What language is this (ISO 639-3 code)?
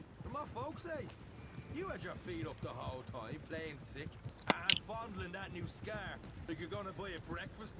sah